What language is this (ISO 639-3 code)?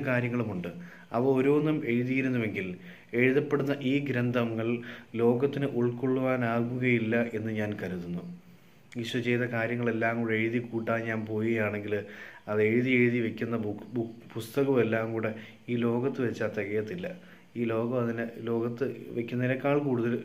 mal